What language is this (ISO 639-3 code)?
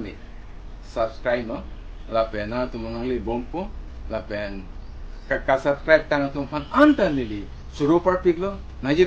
mjw